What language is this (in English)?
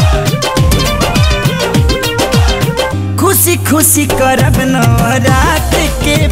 Bhojpuri